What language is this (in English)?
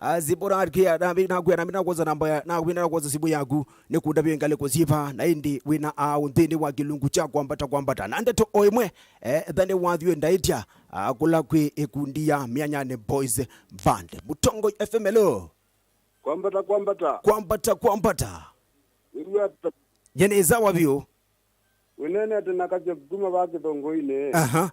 Kamba